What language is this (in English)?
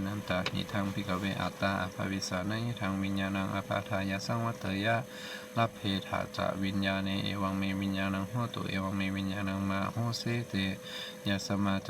Pali